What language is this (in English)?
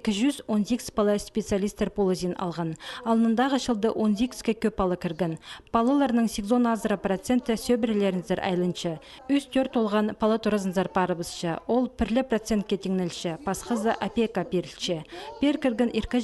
Khakas